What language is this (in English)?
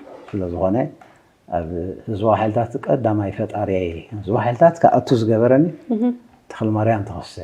Tigrinya